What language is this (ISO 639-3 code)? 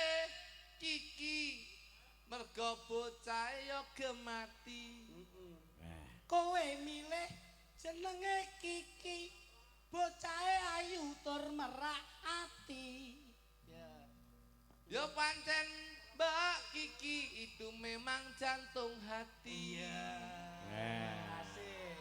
jav